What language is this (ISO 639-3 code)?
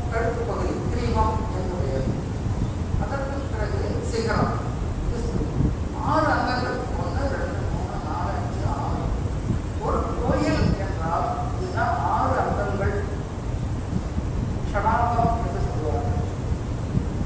tam